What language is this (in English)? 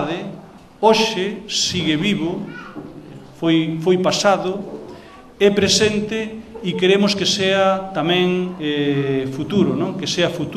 Galician